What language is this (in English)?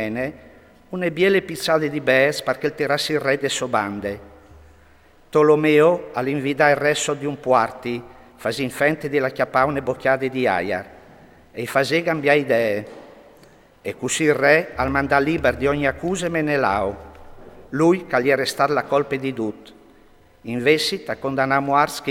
Friulian